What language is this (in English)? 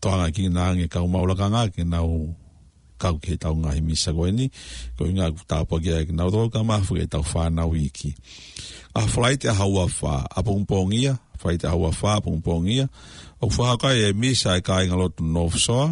Tongan